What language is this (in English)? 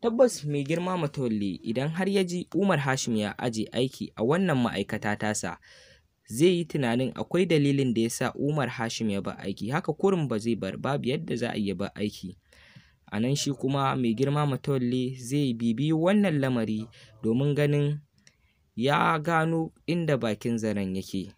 Hausa